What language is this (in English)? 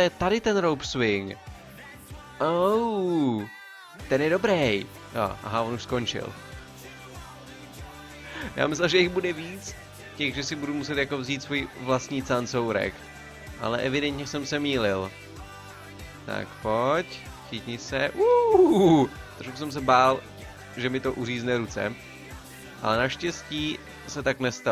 Czech